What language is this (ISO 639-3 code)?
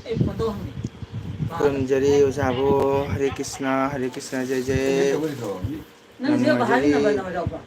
mni